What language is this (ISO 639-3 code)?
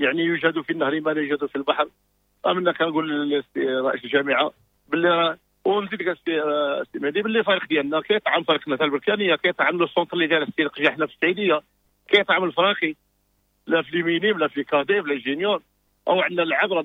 ary